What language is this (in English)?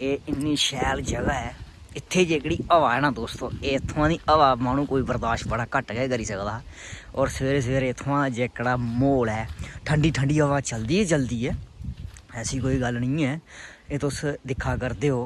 Dogri